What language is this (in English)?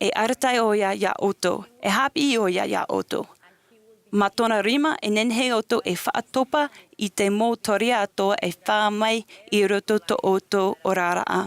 Tahitian